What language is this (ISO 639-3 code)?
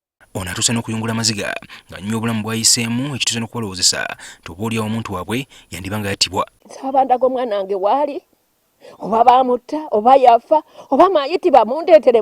lug